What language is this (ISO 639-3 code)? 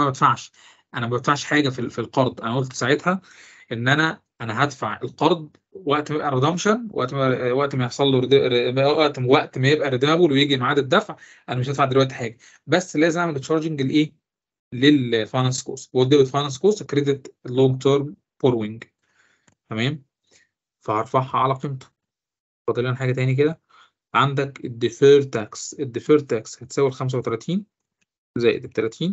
arz